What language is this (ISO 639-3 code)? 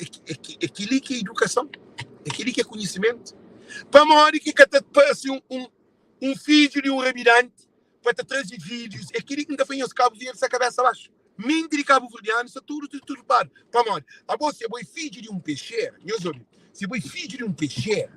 kea